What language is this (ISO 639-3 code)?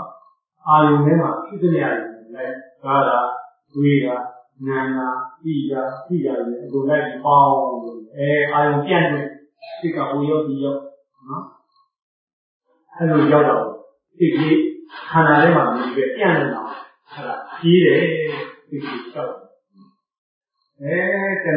mya